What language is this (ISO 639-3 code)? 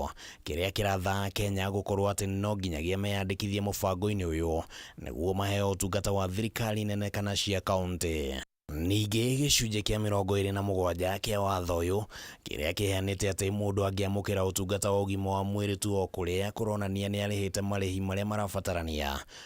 kik